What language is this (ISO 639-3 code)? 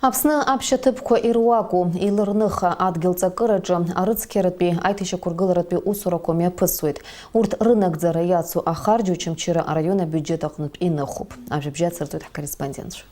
abk